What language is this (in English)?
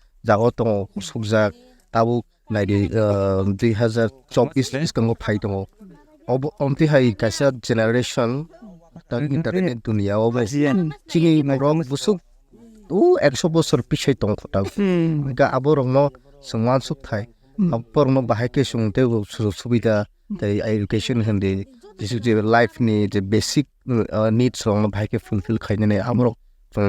Kok Borok